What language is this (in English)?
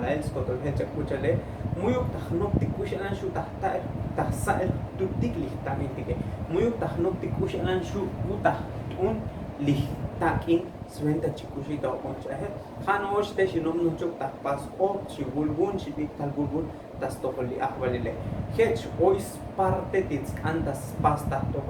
Tzotzil